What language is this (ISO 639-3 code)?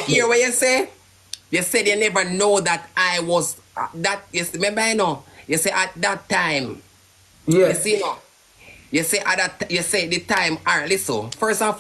jam